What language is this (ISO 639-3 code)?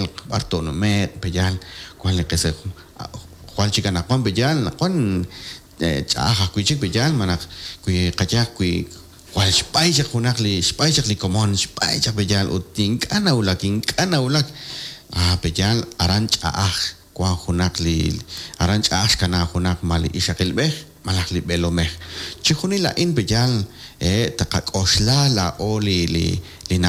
kek